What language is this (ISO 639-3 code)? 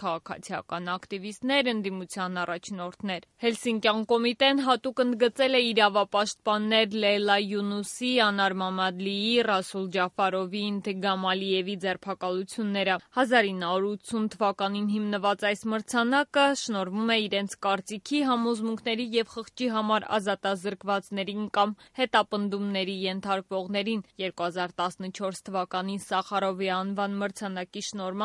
hye